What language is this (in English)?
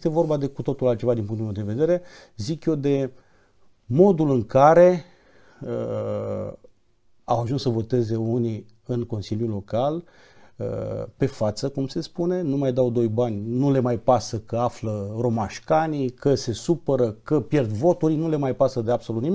Romanian